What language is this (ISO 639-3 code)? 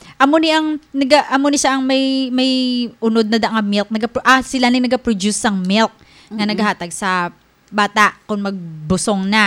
hil